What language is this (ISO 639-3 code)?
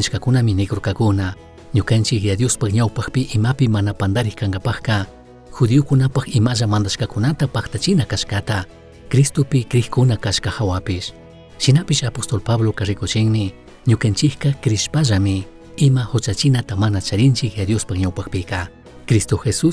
qug